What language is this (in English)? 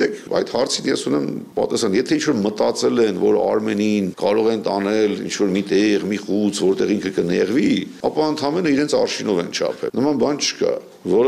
Armenian